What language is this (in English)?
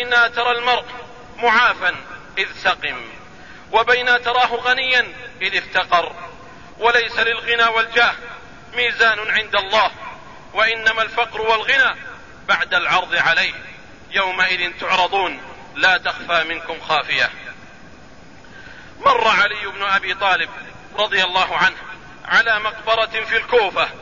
Arabic